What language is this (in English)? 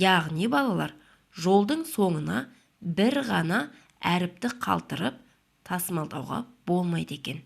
Kazakh